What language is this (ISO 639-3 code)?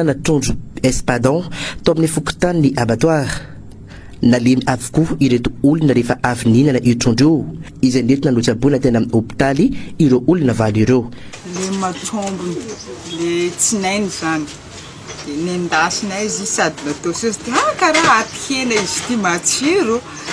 mlg